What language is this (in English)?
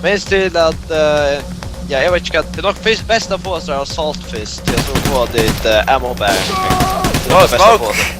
Faroese